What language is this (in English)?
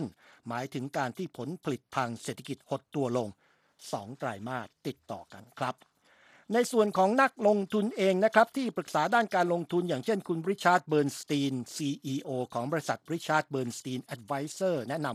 Thai